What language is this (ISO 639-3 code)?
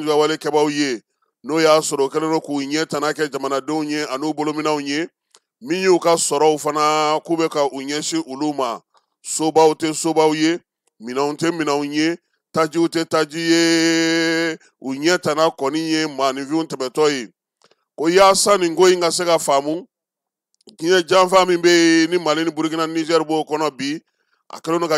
bam